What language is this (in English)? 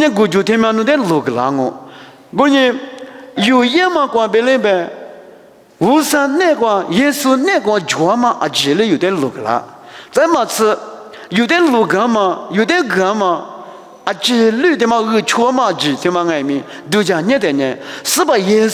Lisu